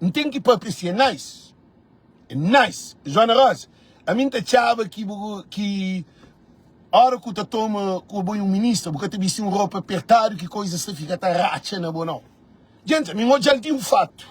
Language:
Kabuverdianu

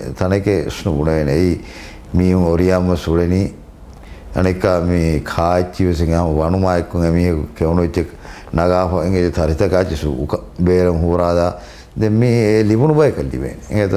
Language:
Divehi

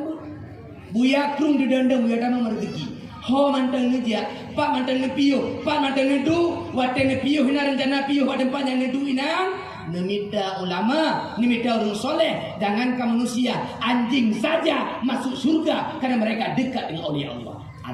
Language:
Achinese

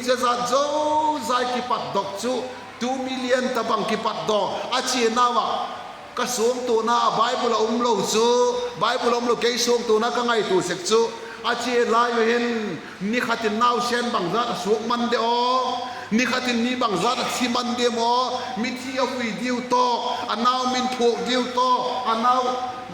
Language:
Vaiphei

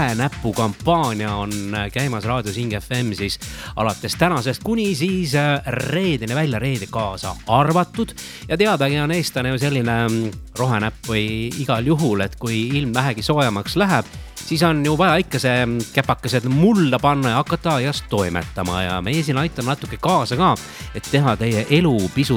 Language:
Estonian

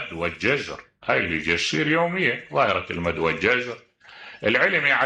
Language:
Mesopotamian Arabic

